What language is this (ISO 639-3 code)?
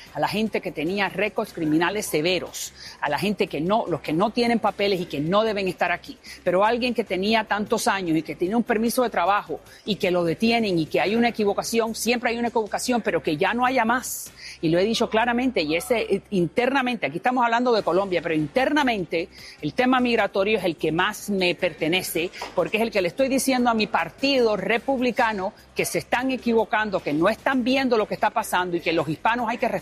spa